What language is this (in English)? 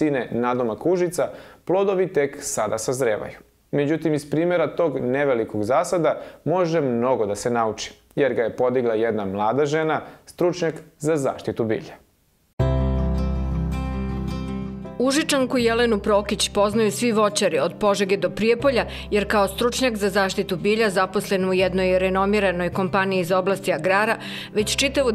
Serbian